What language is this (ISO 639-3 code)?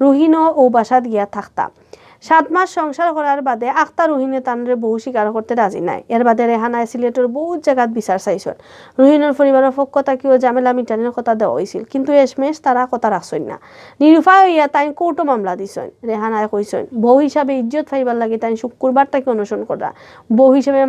syl